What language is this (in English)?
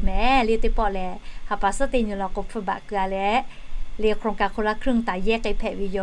Lahu